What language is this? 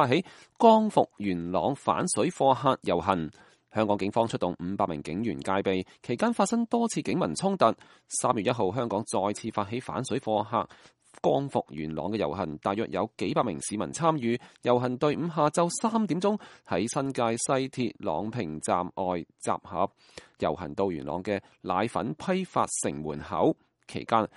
Cantonese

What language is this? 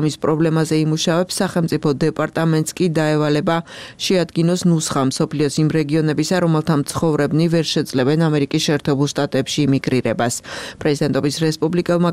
Georgian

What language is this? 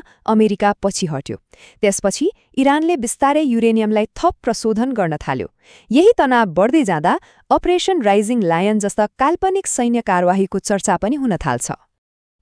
Nepali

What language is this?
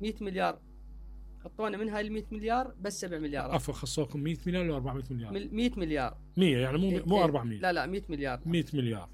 Mesopotamian Arabic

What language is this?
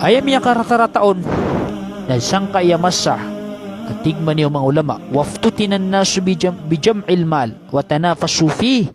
Maranao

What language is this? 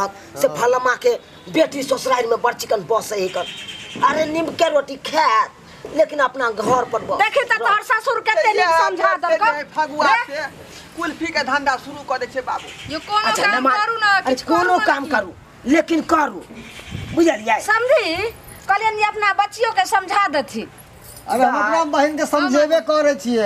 Maithili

